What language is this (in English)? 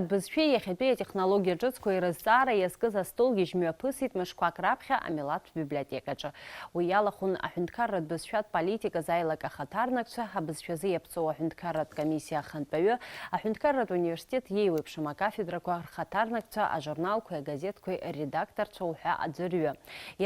Abkhazian